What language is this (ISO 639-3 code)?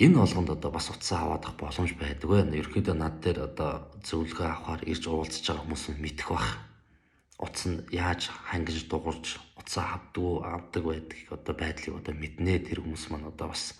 mon